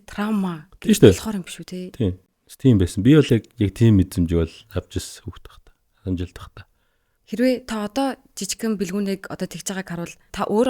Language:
Mongolian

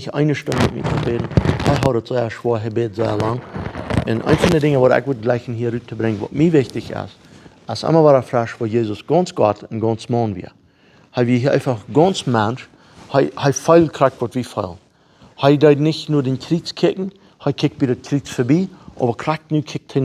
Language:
Plautdietsch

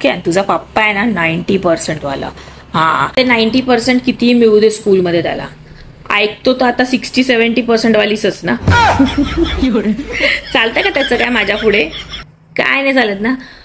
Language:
Marathi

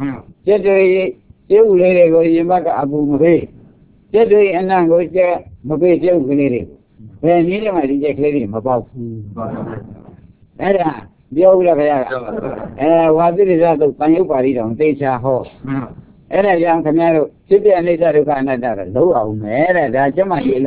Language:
Burmese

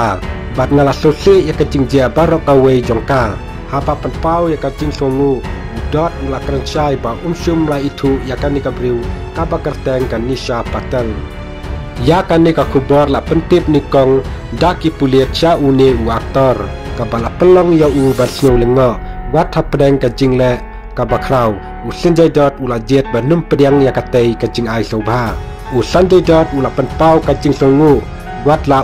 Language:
Khasi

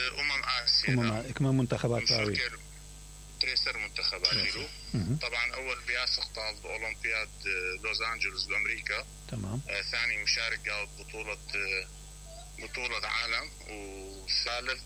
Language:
Mesopotamian Arabic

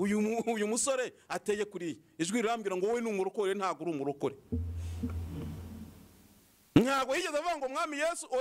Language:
Kinyarwanda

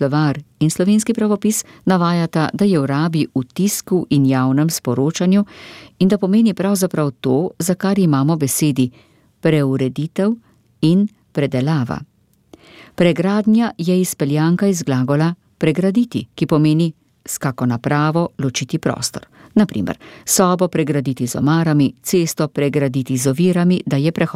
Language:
Slovenian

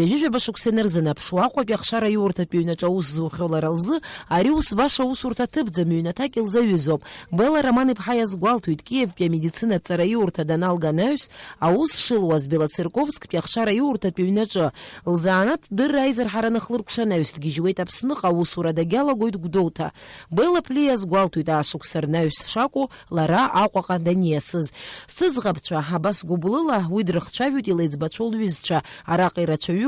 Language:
Abkhazian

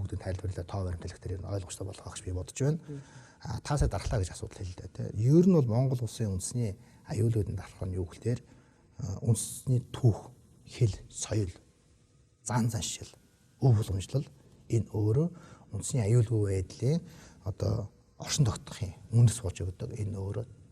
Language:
Mongolian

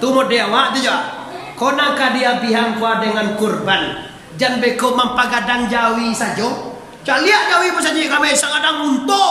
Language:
Minangkabau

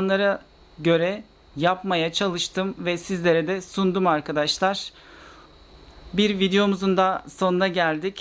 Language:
Turkish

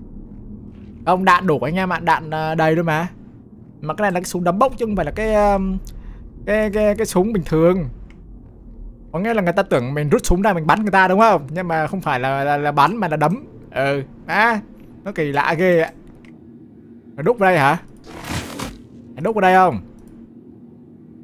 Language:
Vietnamese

